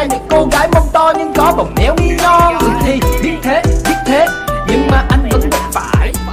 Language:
Vietnamese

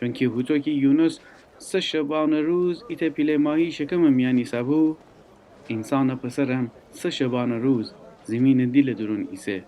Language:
Gilaki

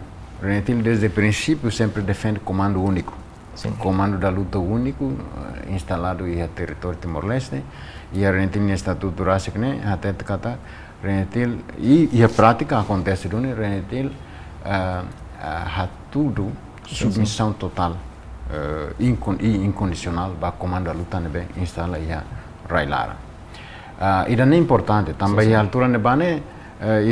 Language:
Tetum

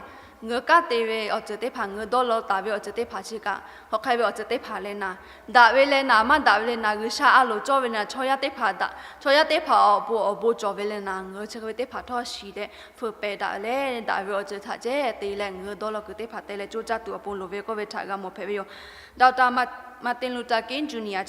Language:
Lahu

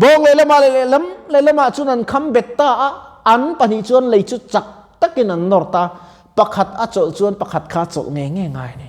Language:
Mizo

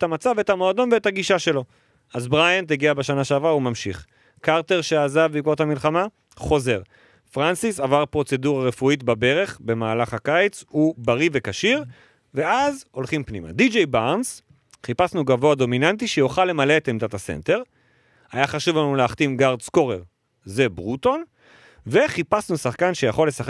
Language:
Hebrew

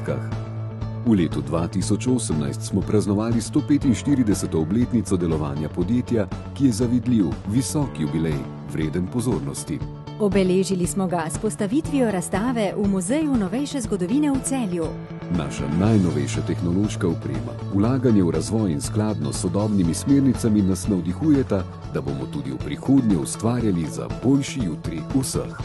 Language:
Slovenian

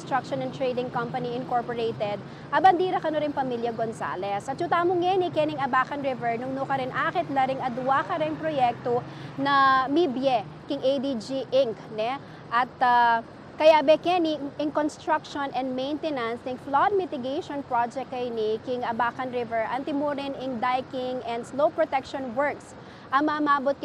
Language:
Pampanga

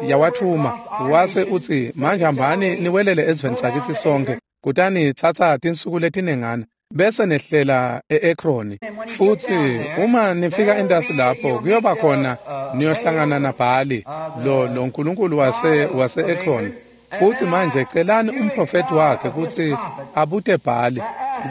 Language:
Swati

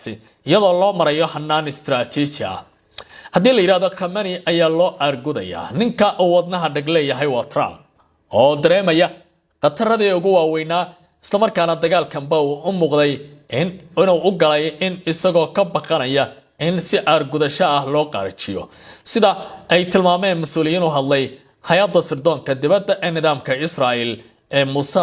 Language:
Somali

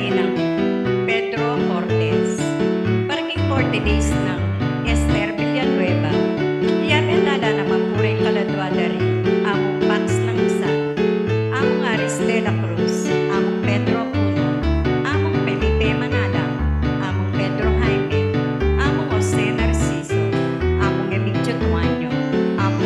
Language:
Pampanga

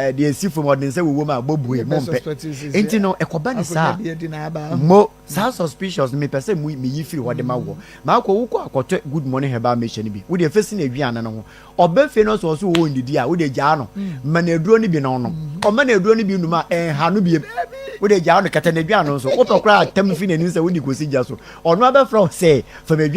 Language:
Akan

